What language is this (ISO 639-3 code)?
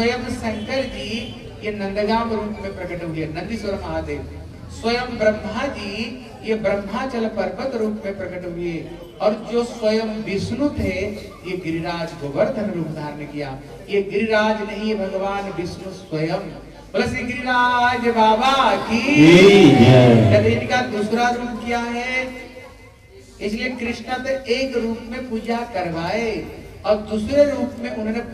hin